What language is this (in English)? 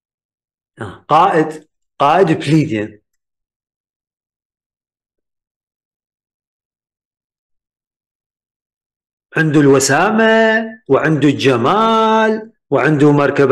Arabic